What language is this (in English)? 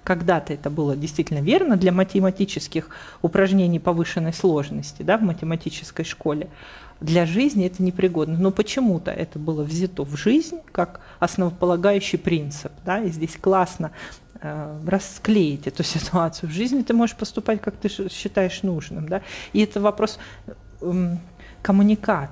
Russian